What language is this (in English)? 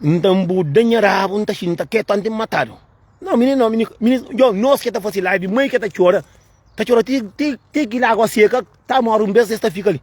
Kabuverdianu